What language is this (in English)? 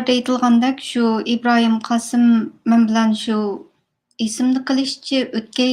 Uyghur